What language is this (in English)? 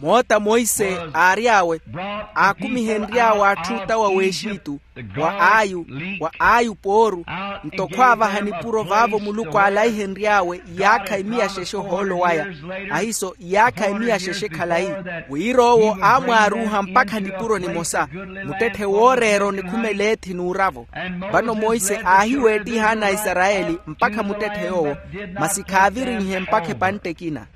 Makhuwa